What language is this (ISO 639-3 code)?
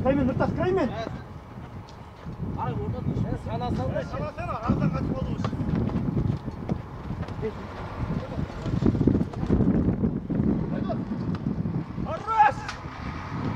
kaz